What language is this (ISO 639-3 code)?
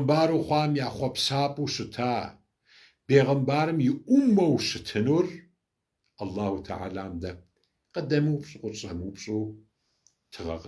kbd